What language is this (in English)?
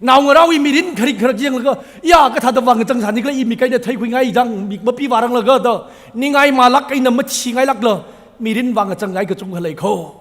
Tangkhul Naga (India)